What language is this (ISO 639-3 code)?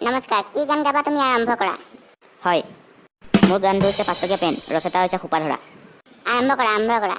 asm